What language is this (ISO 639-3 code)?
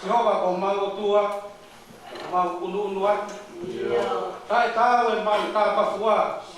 ton